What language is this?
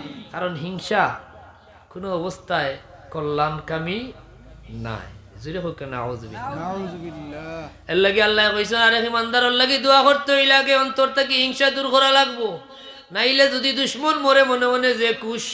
Sylheti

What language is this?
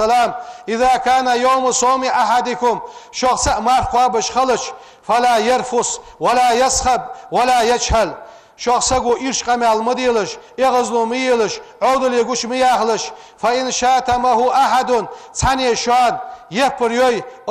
Ingush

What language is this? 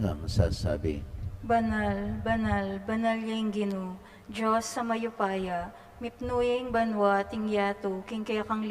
Pampanga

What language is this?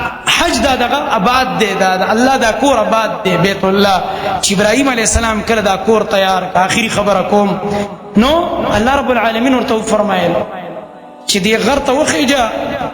Pashto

